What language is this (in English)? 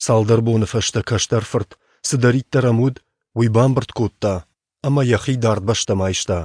Ossetic